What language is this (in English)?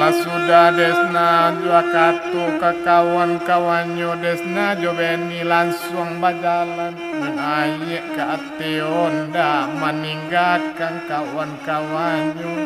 Minangkabau